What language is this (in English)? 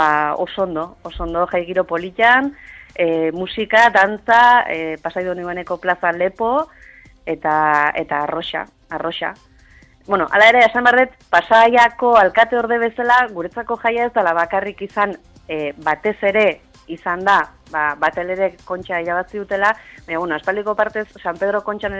Basque